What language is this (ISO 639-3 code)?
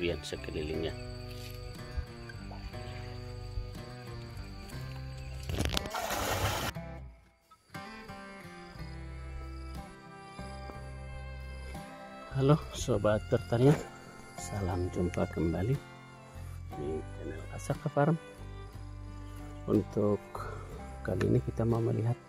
ind